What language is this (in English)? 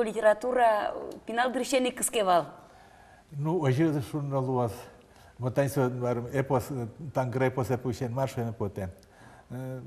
Udmurt